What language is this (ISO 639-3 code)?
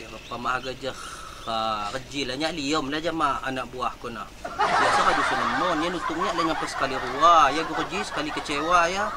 ljp